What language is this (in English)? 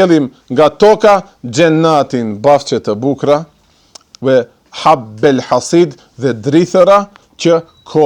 Albanian